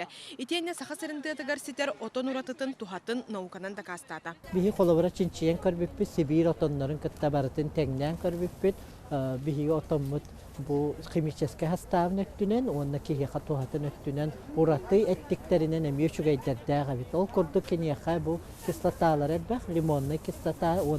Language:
Yakut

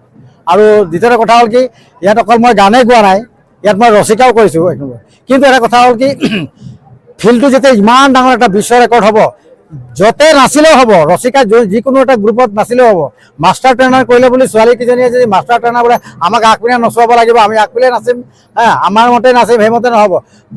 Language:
Assamese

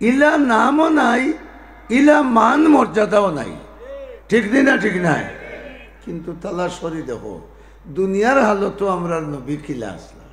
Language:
Sylheti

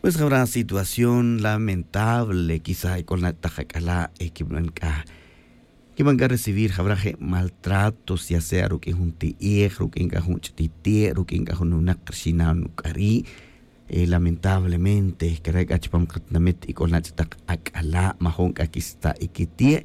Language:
Tz'utujil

